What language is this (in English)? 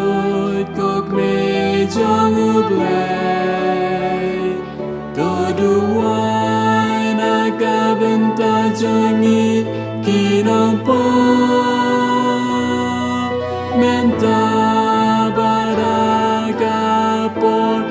Khasi